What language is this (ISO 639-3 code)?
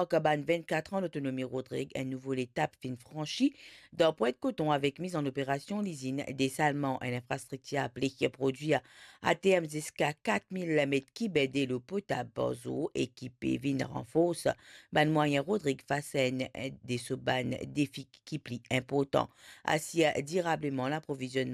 mfe